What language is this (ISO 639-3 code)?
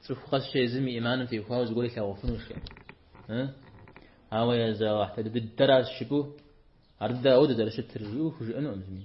kbd